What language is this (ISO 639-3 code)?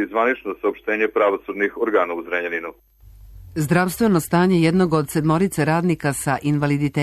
srp